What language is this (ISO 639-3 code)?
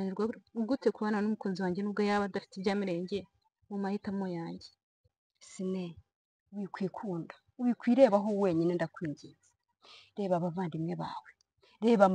kin